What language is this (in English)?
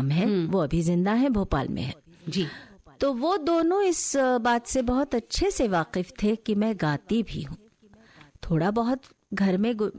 Hindi